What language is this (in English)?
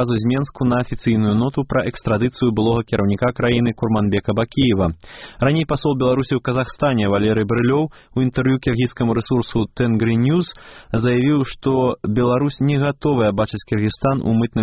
Belarusian